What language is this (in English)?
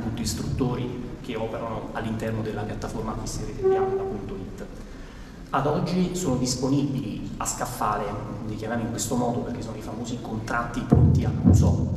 Italian